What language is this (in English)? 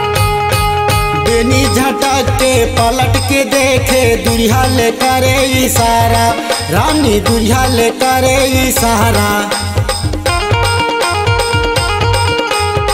Chhattisgarhi